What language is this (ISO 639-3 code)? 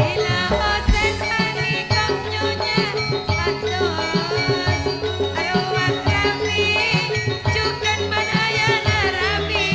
mad